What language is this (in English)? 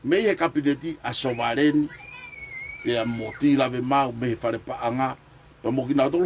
Tongan